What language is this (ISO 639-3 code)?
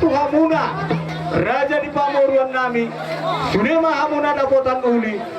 bbc